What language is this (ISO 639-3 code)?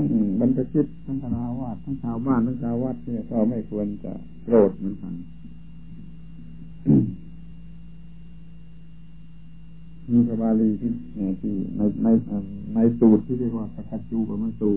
tha